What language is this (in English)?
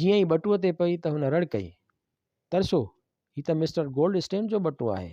Sindhi